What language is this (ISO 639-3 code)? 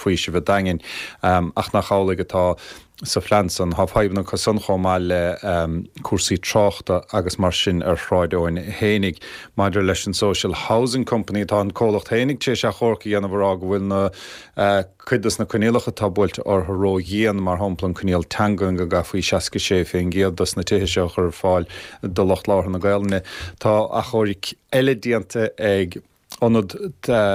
gle